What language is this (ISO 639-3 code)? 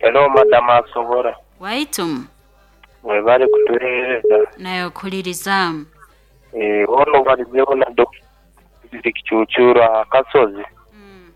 nyn